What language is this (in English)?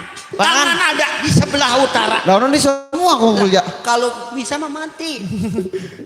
Betawi